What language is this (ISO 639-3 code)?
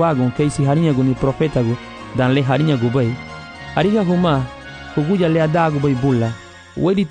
cab